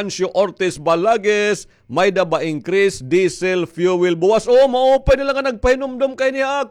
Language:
Waray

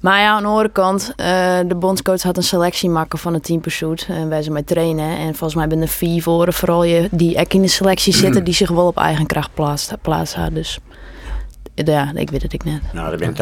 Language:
Western Frisian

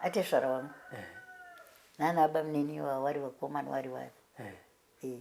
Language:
Shona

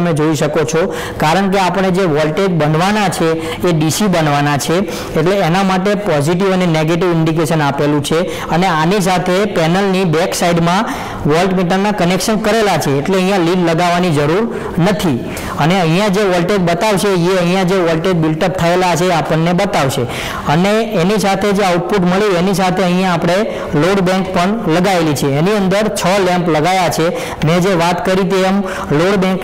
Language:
Gujarati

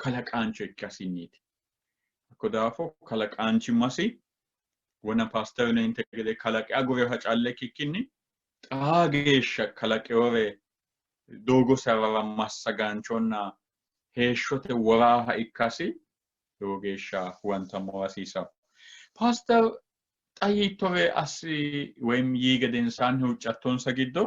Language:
Sidamo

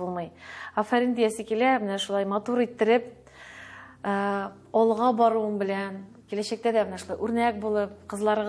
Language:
Tatar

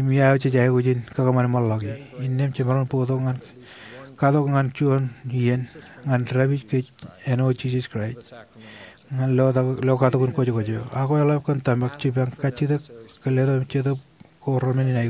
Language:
Marshallese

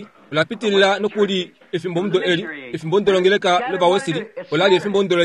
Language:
Kuanyama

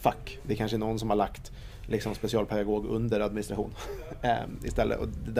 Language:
Swedish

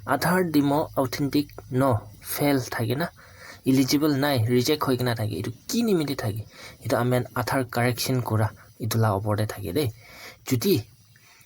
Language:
Naga Pidgin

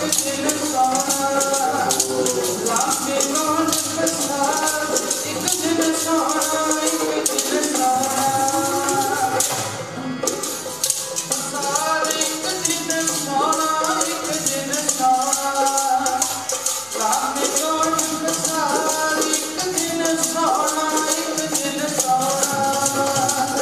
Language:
Punjabi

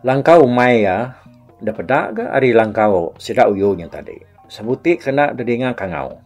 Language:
Iban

